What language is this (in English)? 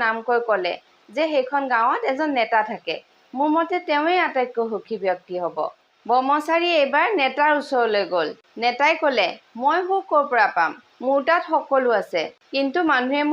Assamese